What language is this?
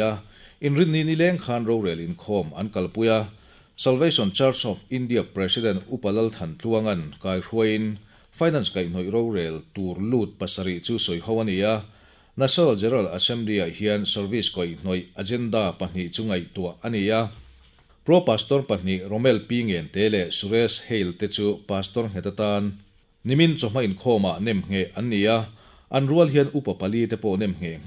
Mizo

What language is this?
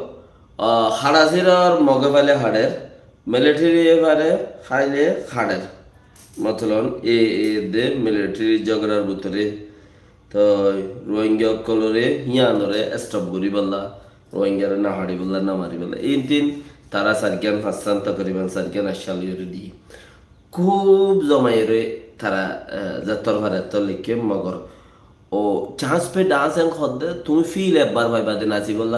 Rohingya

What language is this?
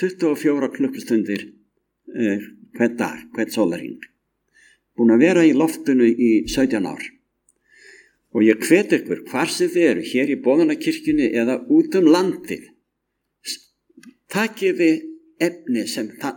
Icelandic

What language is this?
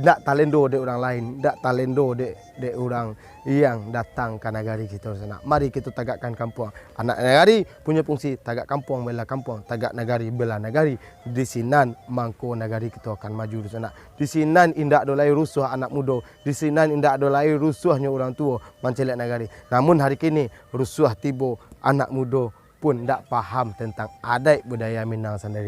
Minangkabau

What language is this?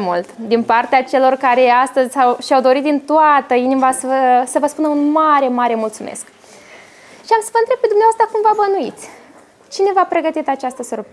Romanian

